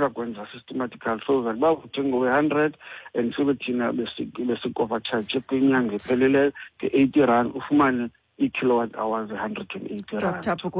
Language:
Xhosa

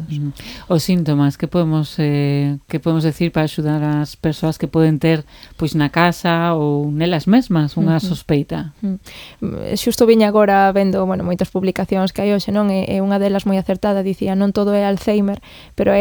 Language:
Galician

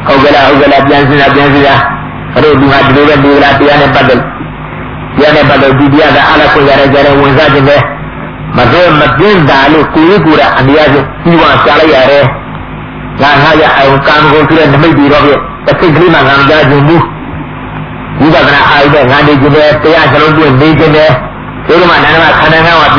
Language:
Burmese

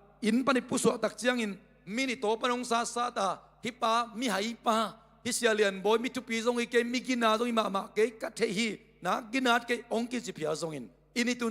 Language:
Tedim Chin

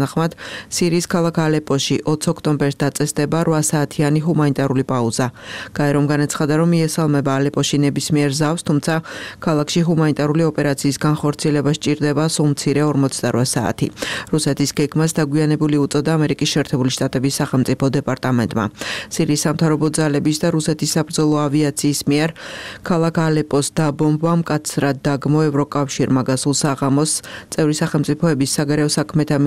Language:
Georgian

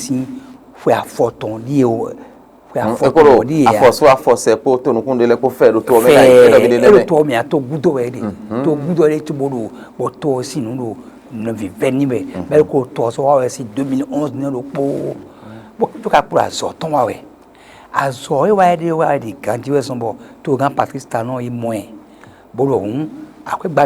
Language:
Fon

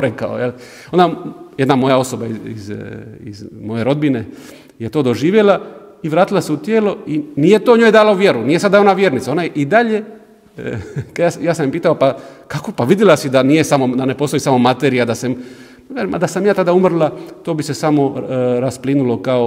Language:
Croatian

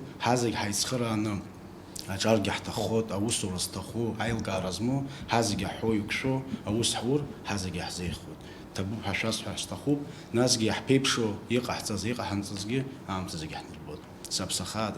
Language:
Abkhazian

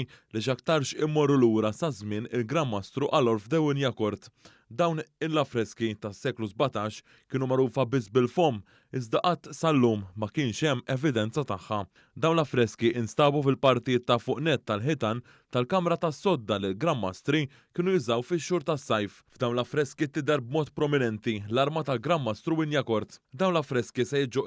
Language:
Maltese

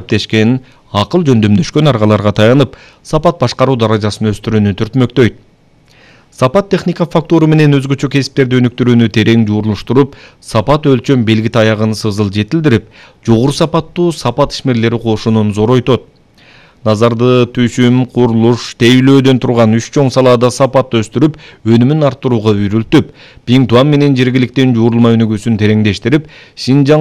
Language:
Kyrgyz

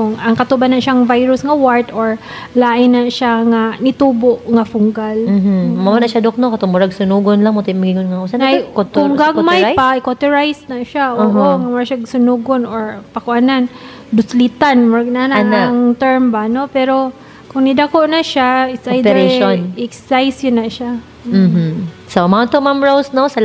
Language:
Cebuano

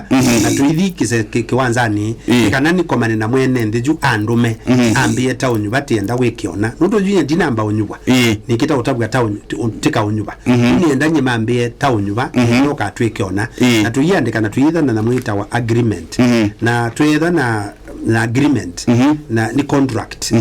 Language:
Kamba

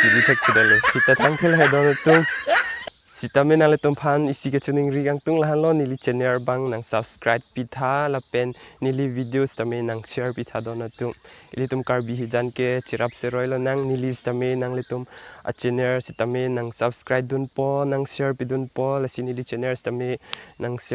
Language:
Karbi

